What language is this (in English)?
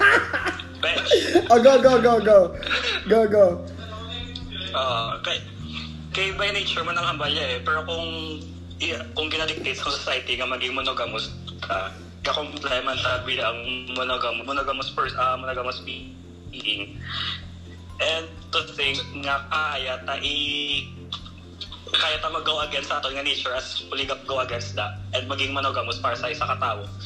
Filipino